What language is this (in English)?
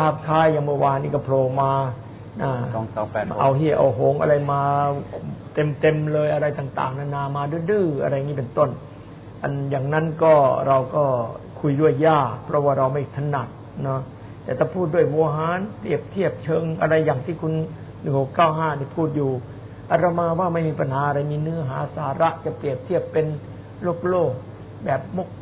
Thai